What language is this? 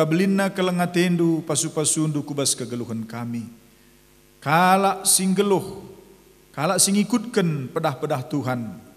Batak Karo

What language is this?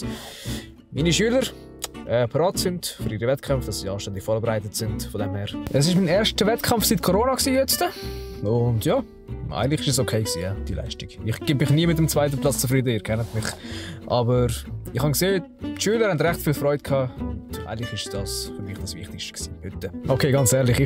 Swiss German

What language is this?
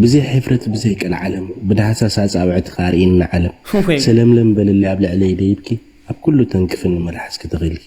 Tigrinya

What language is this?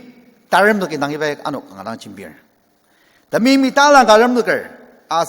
Ao Naga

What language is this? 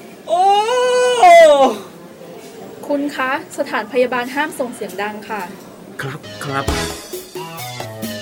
Thai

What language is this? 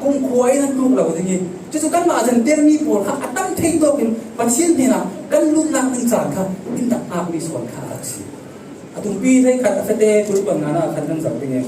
Falam Chin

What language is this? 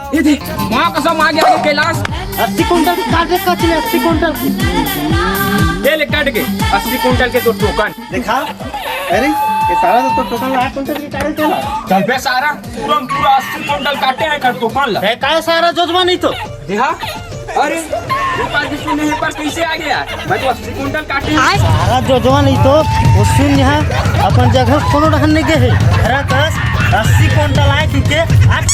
Chhattisgarhi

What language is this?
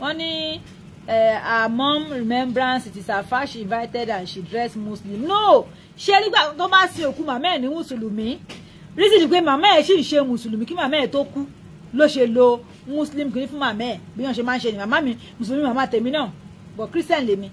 Yoruba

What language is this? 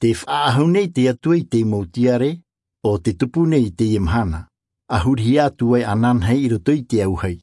Tahitian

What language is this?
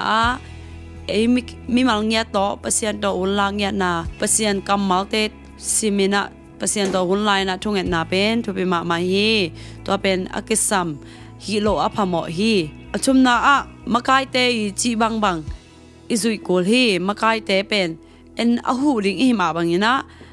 Tedim Chin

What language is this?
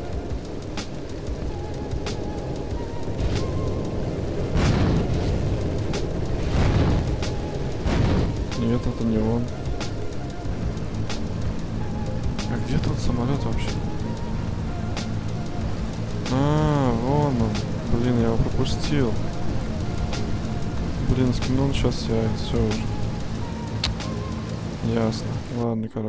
Russian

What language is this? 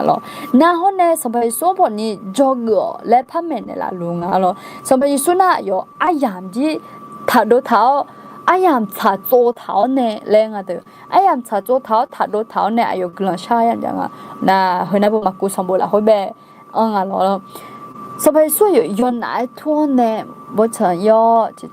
Akha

